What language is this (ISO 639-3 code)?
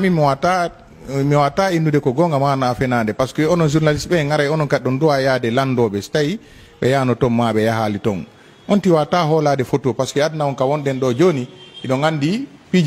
ful